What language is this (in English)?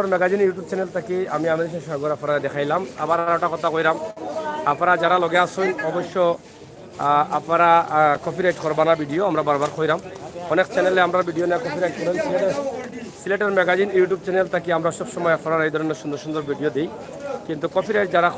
Sylheti